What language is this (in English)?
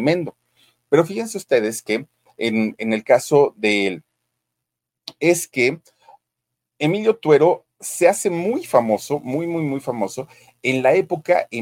Spanish